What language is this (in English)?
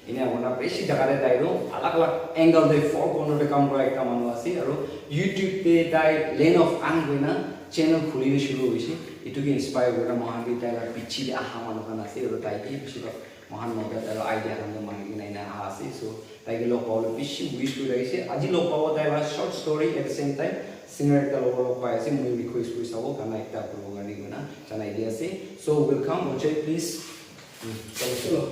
Naga Pidgin